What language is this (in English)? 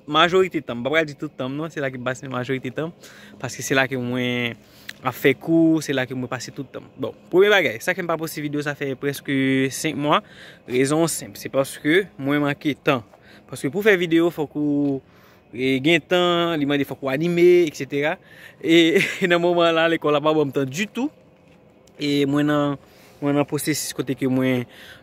Haitian Creole